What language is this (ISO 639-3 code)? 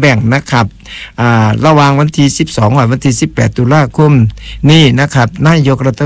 tha